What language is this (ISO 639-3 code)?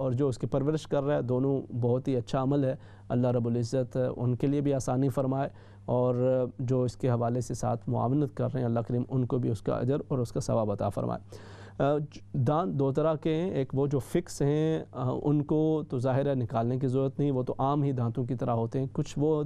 urd